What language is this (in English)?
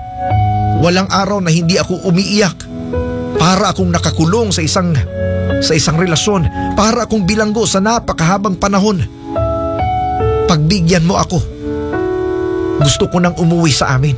Filipino